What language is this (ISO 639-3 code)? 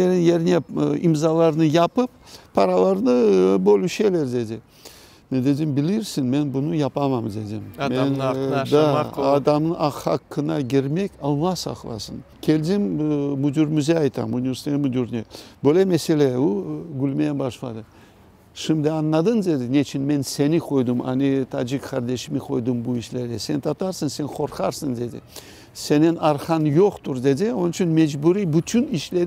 crh